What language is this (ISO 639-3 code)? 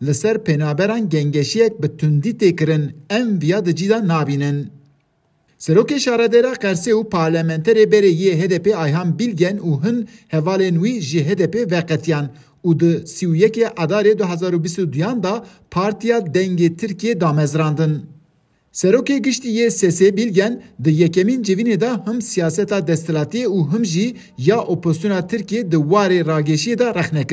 kur